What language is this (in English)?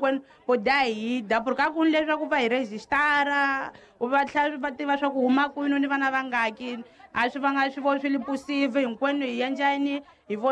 Tsonga